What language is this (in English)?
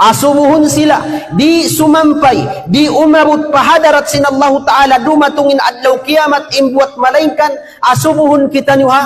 Tausug